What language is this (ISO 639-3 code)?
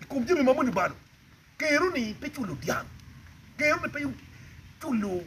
ach